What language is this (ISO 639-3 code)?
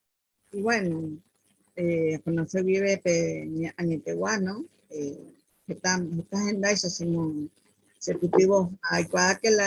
grn